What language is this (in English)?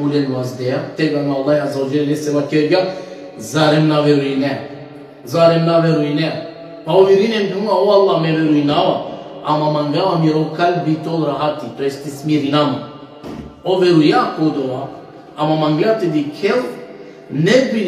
Balkan Romani